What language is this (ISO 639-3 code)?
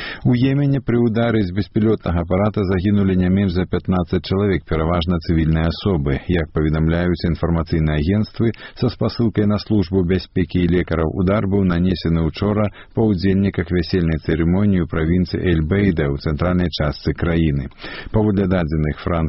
bel